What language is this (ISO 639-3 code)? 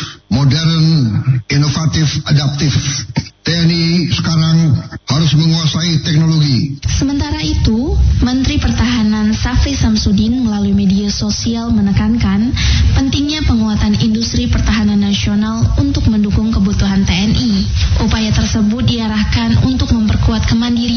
ind